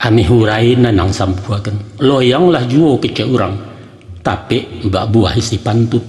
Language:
Minangkabau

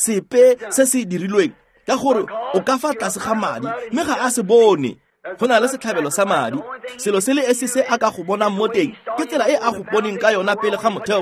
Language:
Tswana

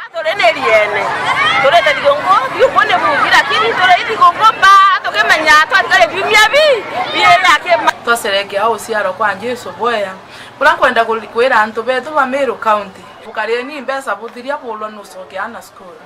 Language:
Meru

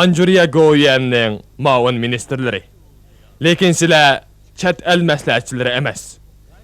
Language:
Uyghur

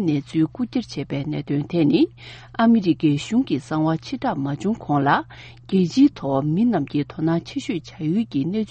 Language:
Tibetan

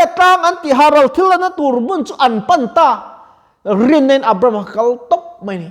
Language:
Mizo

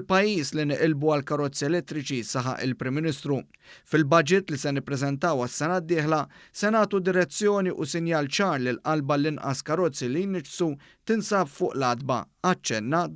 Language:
Maltese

